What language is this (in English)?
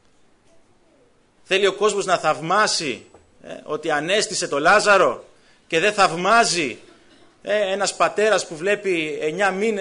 Greek